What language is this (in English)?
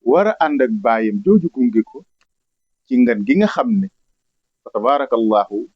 Wolof